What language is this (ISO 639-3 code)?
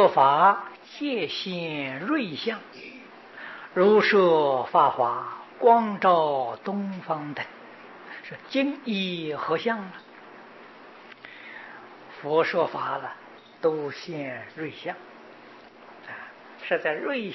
zho